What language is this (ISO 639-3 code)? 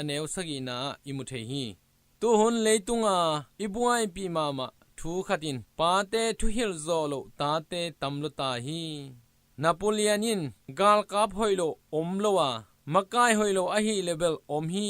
ctd